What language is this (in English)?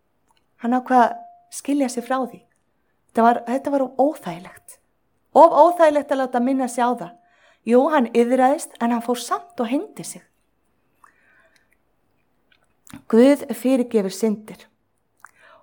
Icelandic